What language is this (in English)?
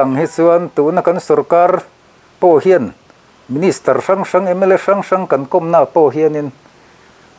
Mizo